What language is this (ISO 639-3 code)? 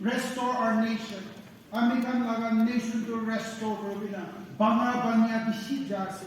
nag